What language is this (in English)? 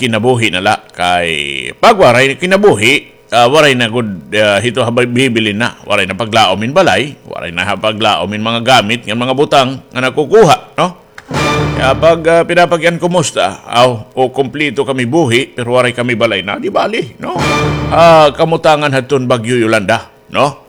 Waray